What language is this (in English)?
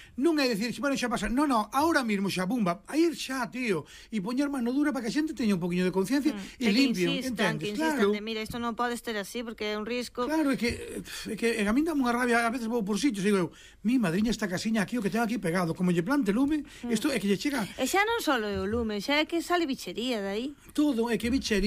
Galician